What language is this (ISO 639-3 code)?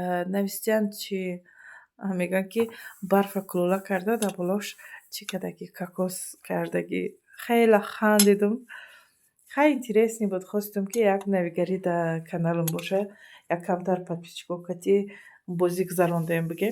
tgk